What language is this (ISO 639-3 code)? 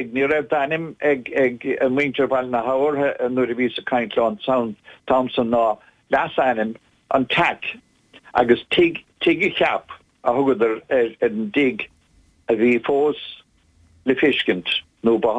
gle